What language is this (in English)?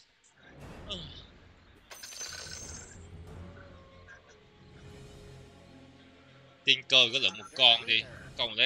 Vietnamese